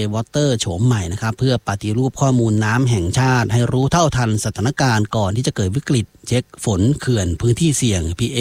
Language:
Thai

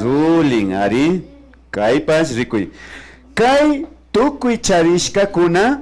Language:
Imbabura Highland Quichua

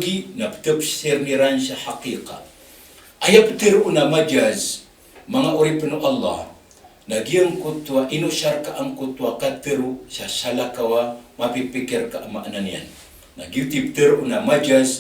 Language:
Maranao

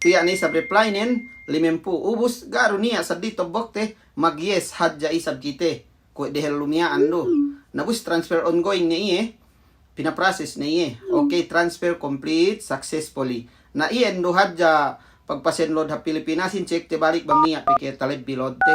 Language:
Yakan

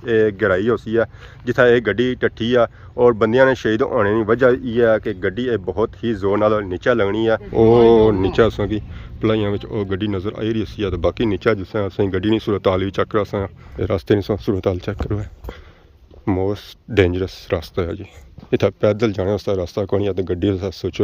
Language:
Pahari-Potwari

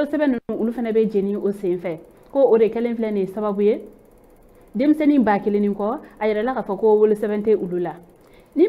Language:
Bambara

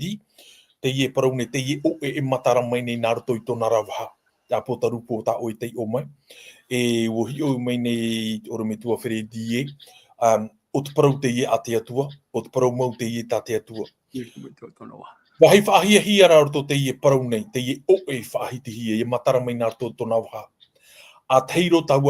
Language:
Tahitian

